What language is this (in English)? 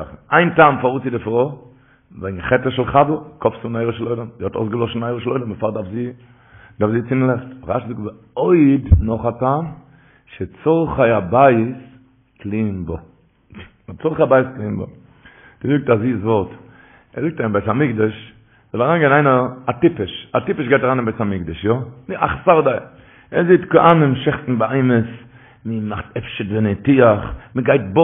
Yiddish